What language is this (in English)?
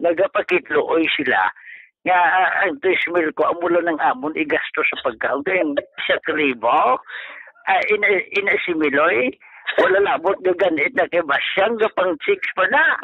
Hiligaynon